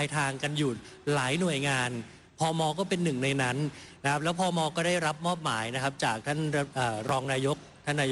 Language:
Thai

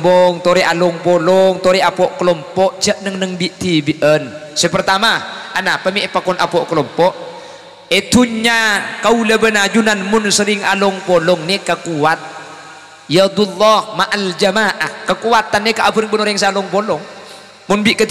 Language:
Madurese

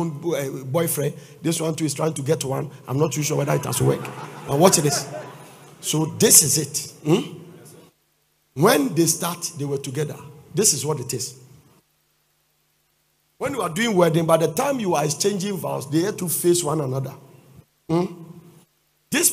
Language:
English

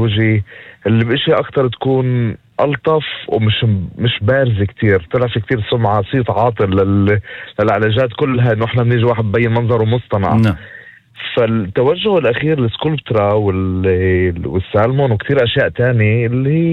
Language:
North Levantine Arabic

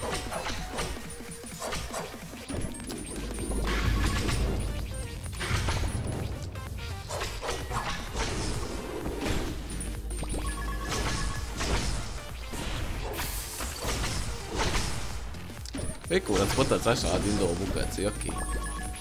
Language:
Romanian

